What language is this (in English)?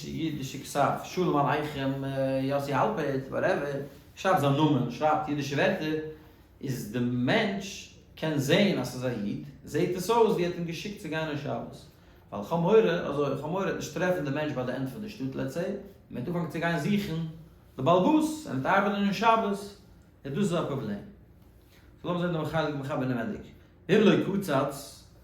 Yiddish